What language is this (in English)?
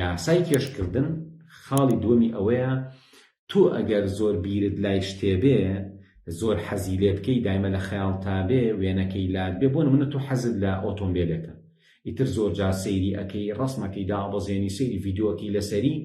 Central Kurdish